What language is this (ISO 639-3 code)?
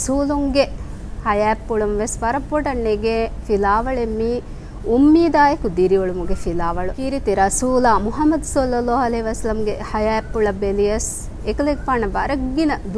div